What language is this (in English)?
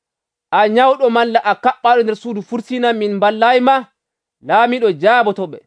Nigerian Fulfulde